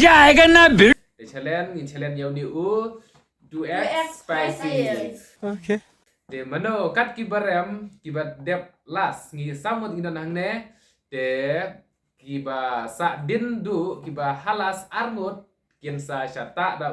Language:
Khasi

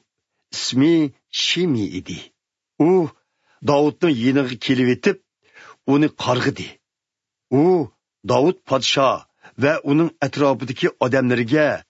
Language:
Uyghur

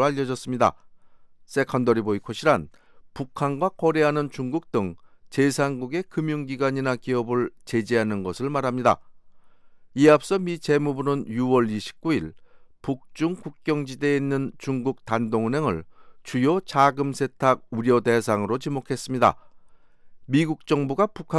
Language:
Korean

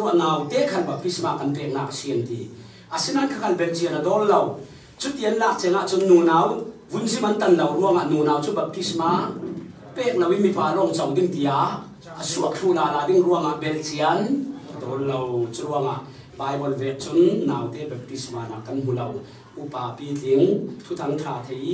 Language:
Falam Chin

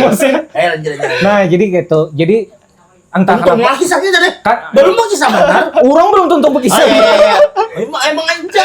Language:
Banjar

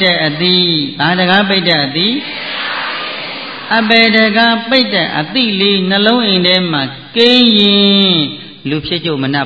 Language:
Burmese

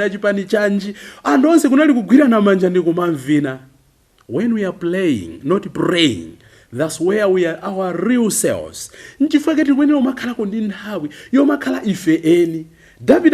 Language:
Nyanja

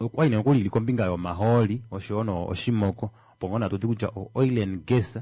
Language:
Kuanyama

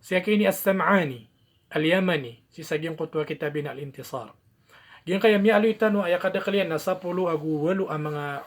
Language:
Maranao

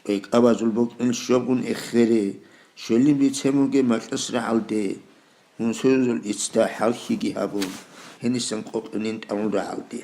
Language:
Avaric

